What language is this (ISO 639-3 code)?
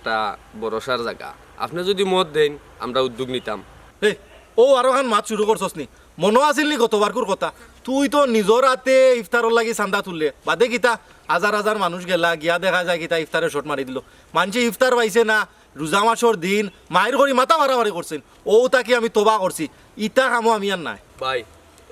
syl